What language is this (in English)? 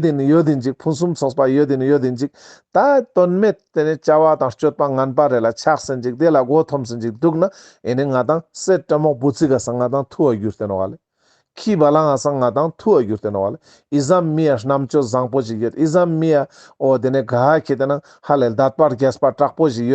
Ladakhi